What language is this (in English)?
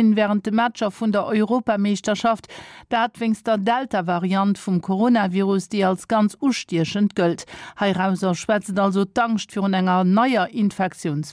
Luxembourgish